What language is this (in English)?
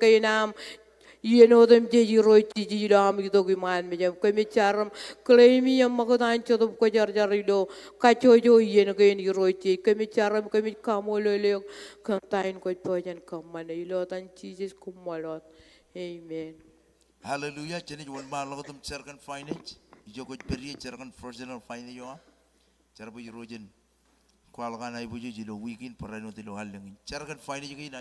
Marshallese